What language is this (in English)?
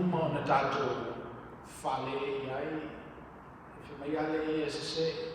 Samoan